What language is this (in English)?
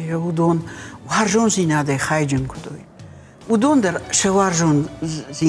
Ossetic